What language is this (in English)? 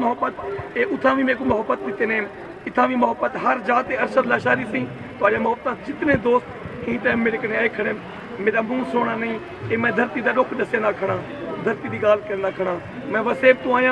Saraiki